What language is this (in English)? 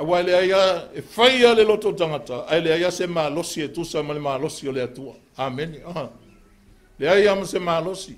Samoan